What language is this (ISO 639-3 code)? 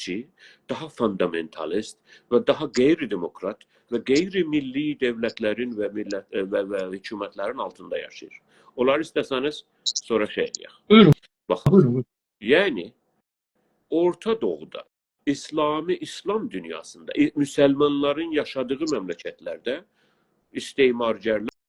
azb